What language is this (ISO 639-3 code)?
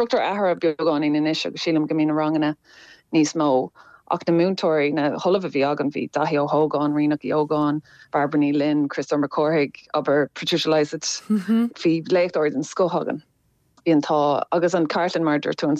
gle